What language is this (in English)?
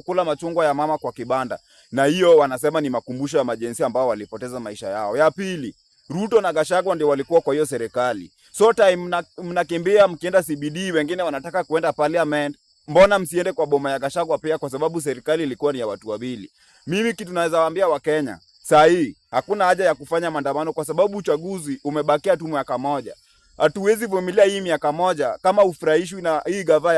Swahili